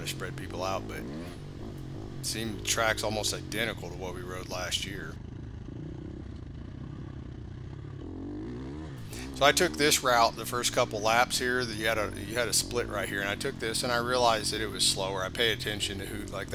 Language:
English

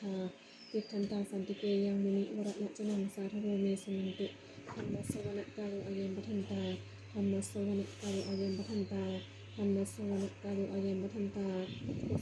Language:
Pali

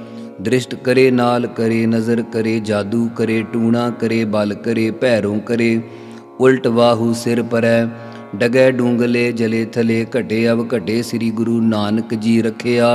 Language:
Punjabi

